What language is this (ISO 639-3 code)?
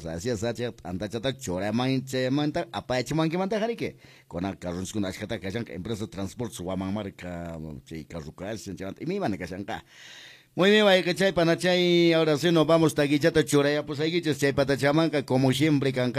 que